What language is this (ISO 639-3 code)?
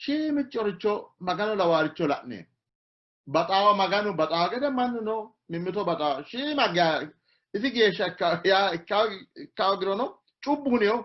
sid